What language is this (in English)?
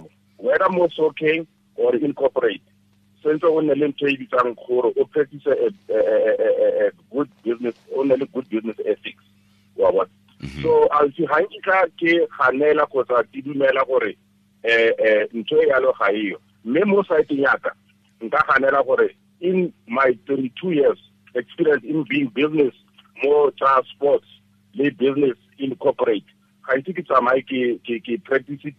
Tswana